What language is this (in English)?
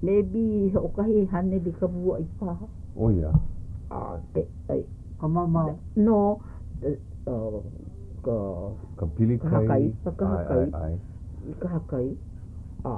Hawaiian